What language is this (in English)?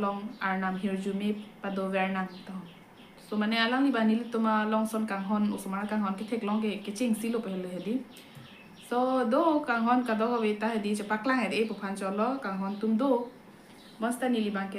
Karbi